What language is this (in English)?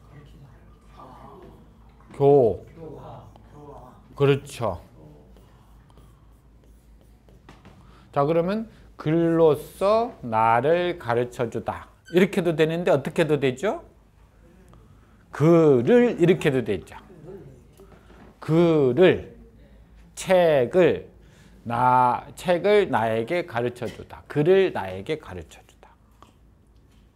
Korean